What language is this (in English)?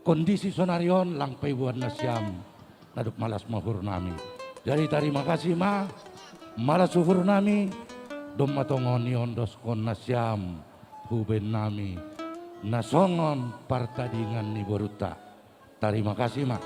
Batak Simalungun